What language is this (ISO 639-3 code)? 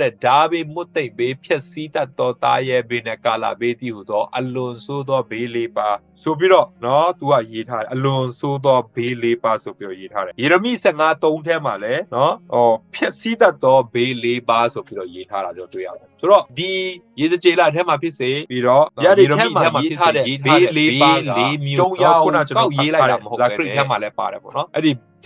mya